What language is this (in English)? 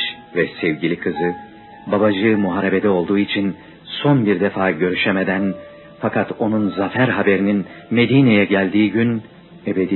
Turkish